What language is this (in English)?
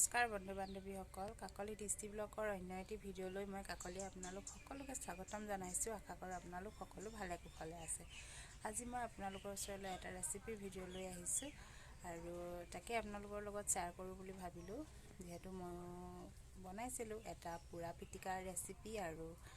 Assamese